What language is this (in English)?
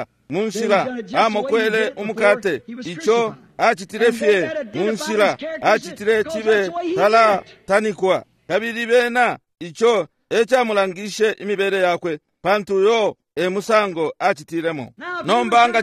Bemba